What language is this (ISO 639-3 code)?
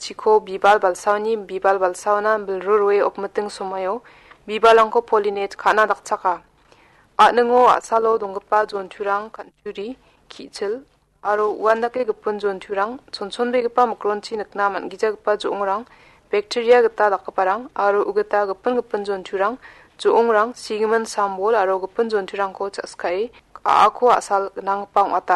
grt